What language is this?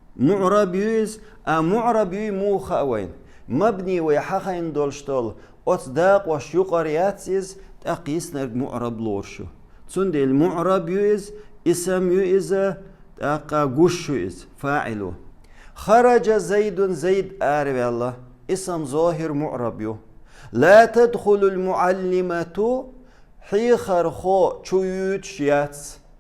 Chechen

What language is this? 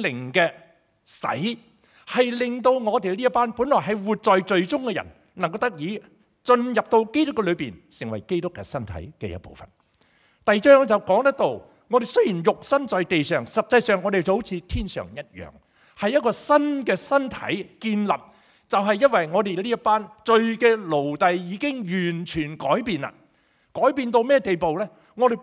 Cantonese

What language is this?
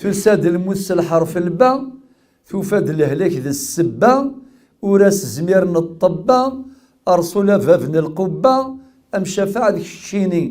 Kabyle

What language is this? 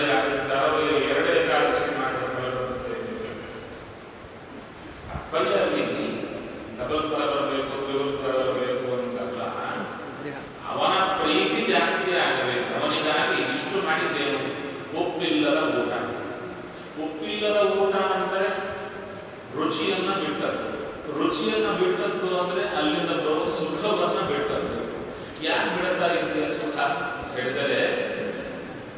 Kannada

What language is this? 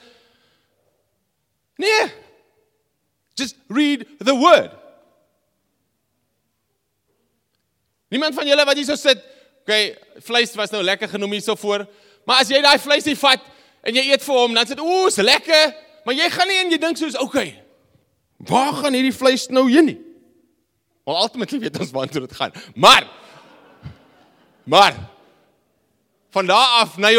Afrikaans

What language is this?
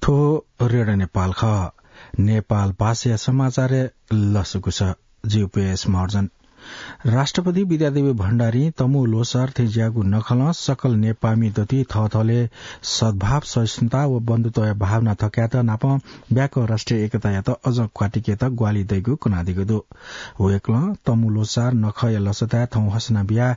Newari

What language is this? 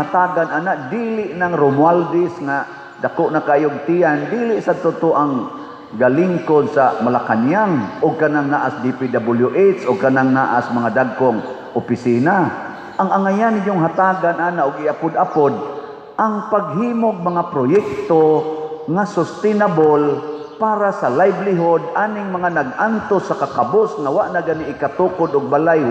Cebuano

